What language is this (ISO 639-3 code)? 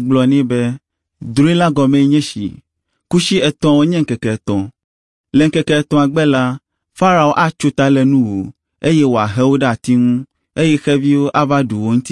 ewe